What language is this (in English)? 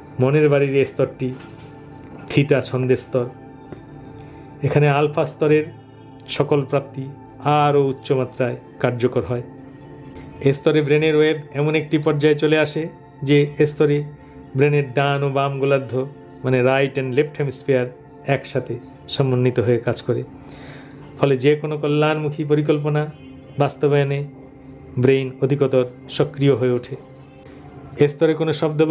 Bangla